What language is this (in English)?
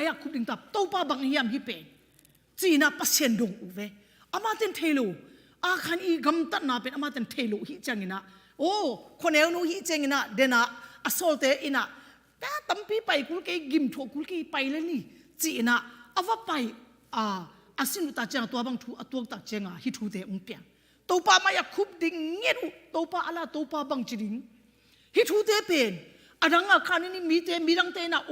Tedim Chin